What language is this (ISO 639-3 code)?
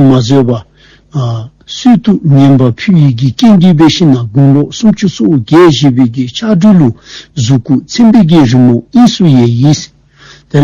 dzo